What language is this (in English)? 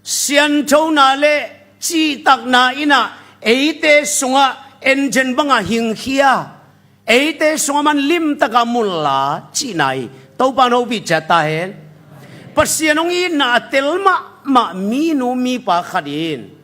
Tedim Chin